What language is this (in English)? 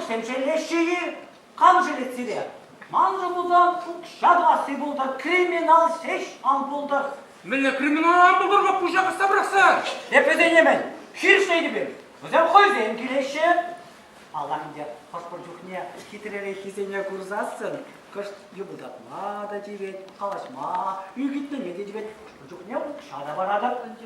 Chuvash